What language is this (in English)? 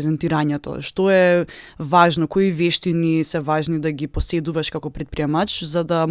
Macedonian